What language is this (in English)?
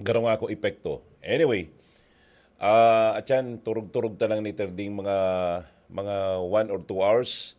Bikol